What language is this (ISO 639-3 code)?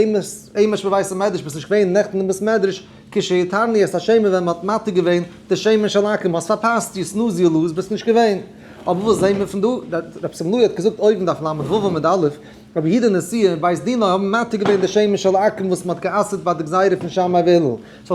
yid